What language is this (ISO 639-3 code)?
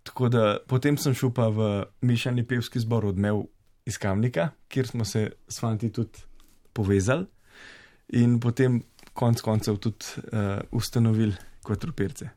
slv